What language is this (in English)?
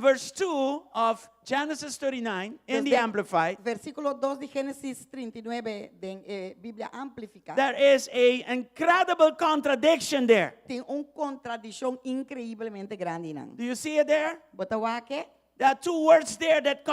Papiamento